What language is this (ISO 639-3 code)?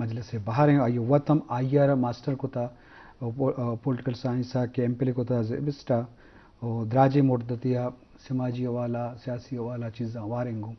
bgp